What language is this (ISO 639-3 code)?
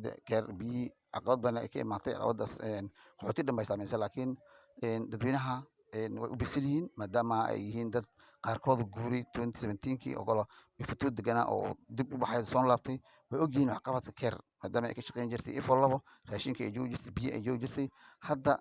som